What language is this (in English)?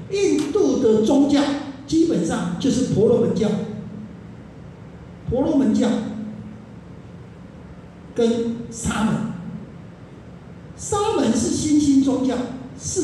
Chinese